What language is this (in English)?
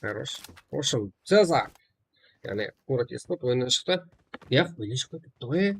Kara-Kalpak